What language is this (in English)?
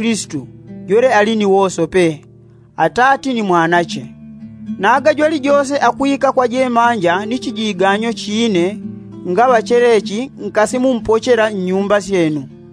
Yao